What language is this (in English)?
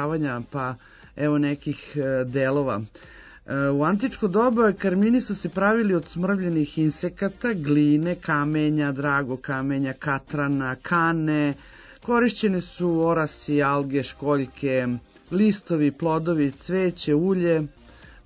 Serbian